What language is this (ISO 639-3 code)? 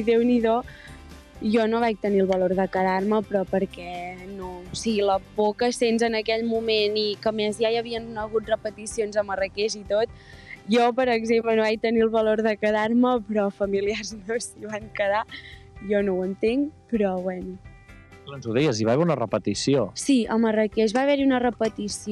cat